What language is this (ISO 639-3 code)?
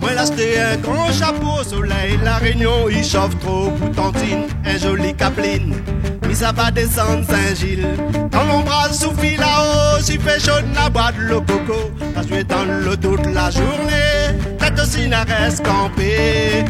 rcf